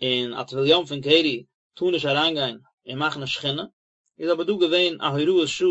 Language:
Yiddish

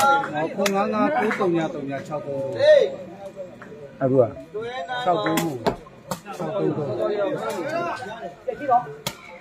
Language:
Burmese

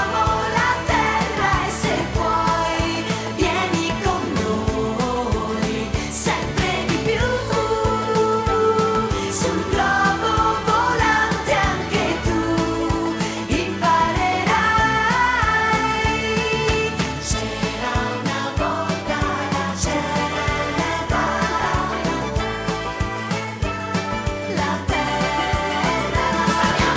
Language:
Italian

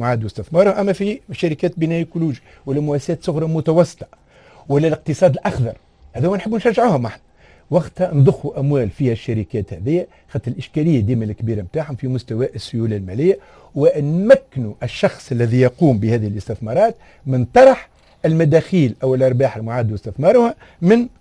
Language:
Tunisian Arabic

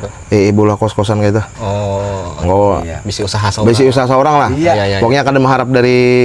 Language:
Banjar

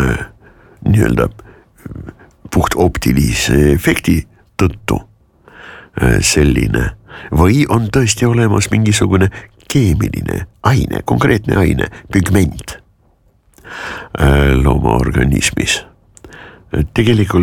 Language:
Estonian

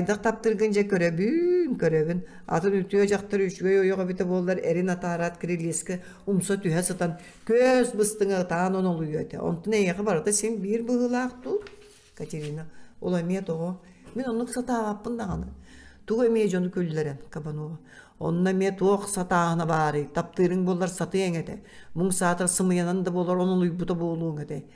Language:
Yakut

